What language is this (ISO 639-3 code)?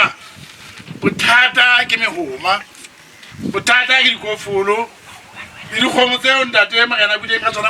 sot